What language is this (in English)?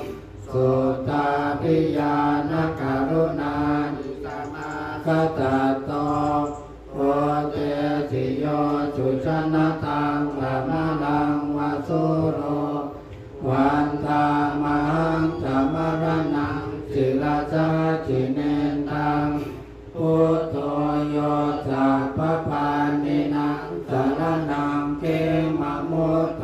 Pali